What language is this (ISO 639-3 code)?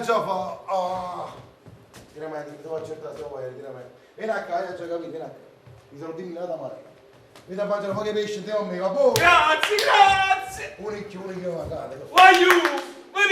nap